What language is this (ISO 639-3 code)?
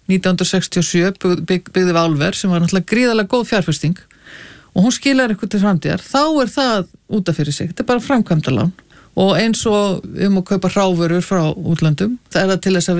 isl